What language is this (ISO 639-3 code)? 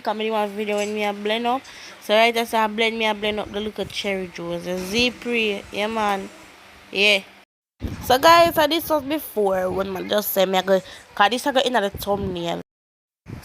jam